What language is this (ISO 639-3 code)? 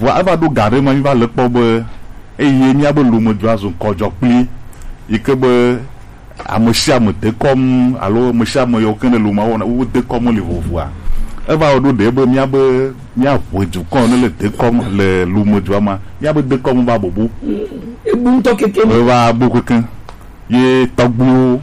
gej